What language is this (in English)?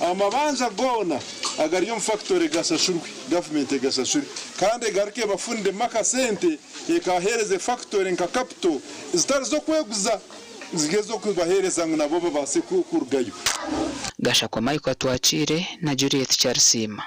Nyankole